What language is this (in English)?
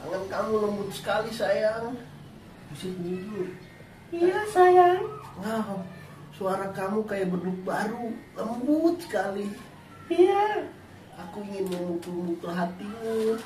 Betawi